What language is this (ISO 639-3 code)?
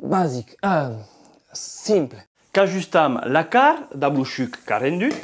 oci